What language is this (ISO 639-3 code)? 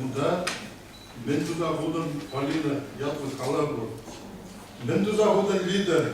chv